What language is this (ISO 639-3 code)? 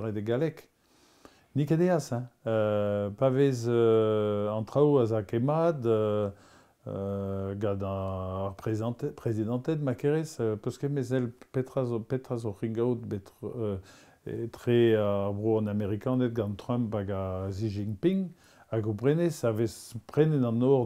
bre